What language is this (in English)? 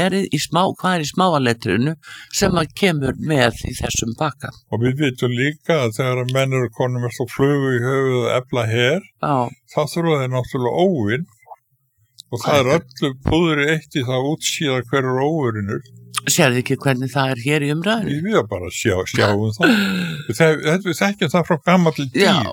Icelandic